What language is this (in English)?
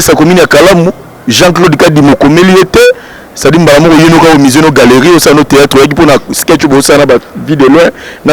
Lingala